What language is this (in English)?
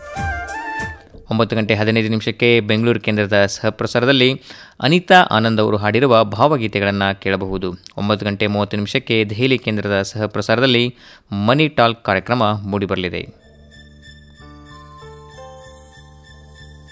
Kannada